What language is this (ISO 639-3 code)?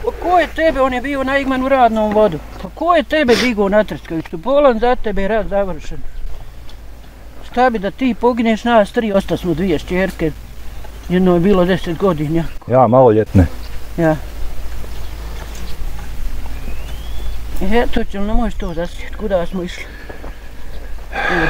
bos